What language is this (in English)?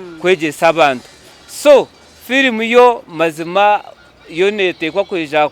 Nyankole